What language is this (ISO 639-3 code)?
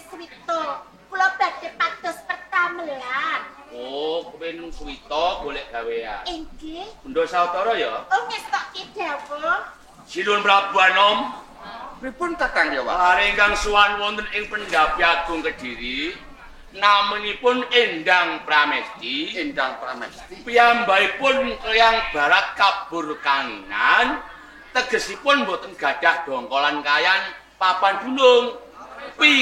jav